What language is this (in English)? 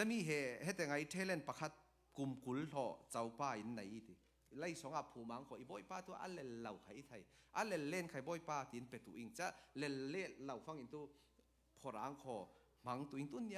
Falam Chin